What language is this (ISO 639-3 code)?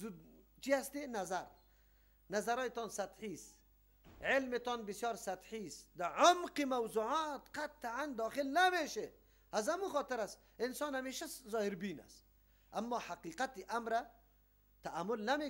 fas